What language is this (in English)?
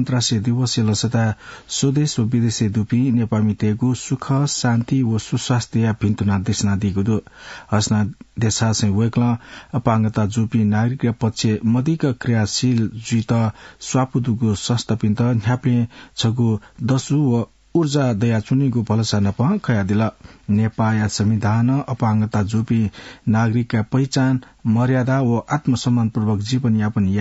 Newari